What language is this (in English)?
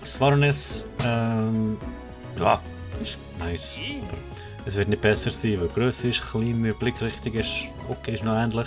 Swiss German